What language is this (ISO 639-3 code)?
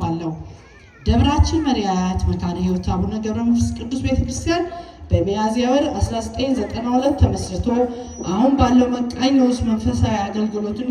amh